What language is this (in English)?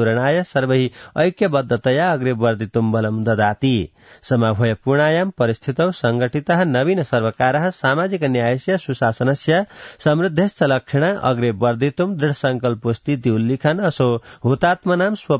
Sanskrit